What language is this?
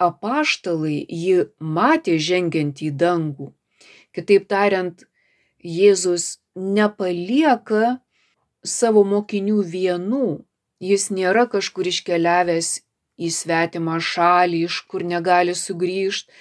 Lithuanian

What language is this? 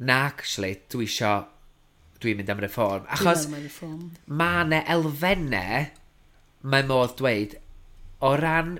Welsh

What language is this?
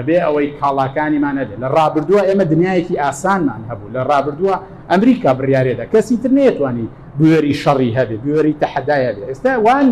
Central Kurdish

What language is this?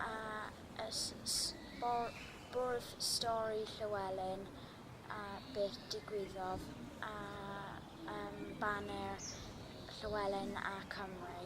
Welsh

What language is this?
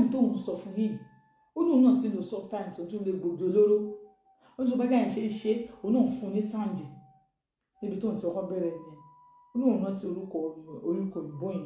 Yoruba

